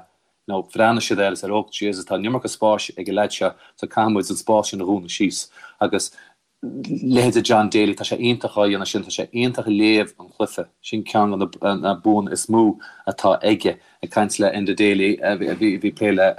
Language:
Irish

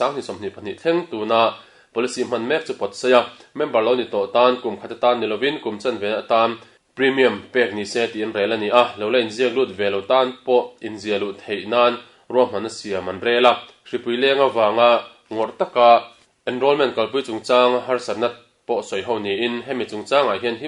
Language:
Mizo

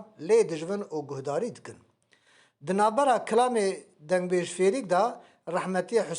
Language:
Kurdish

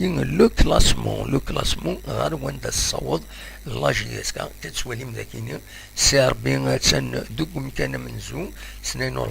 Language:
Kabyle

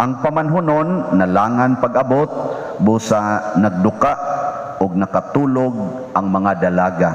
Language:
Cebuano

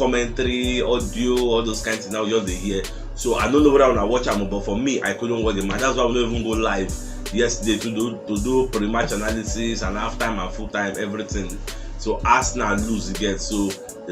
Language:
Nigerian Pidgin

